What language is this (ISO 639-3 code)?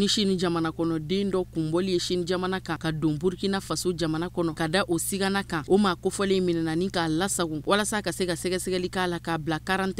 bam